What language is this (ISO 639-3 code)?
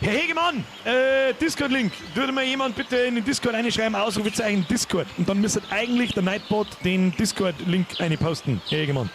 bar